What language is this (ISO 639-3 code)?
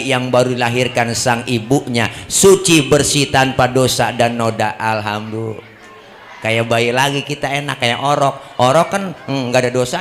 bew